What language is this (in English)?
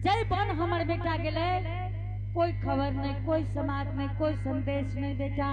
Angika